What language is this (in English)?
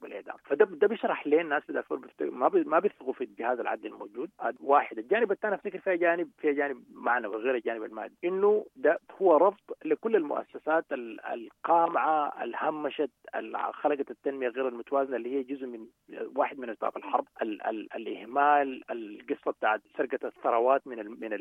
Sudanese Arabic